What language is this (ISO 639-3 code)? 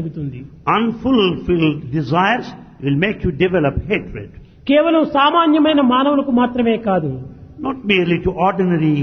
tel